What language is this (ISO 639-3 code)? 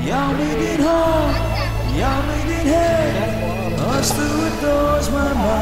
fry